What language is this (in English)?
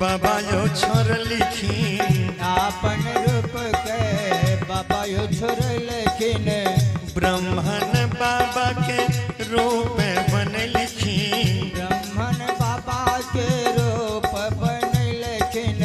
Angika